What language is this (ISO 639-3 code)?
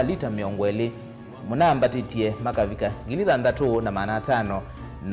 kam